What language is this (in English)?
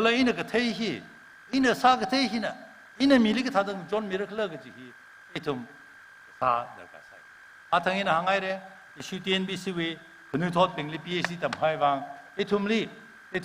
Tangkhul Naga (India)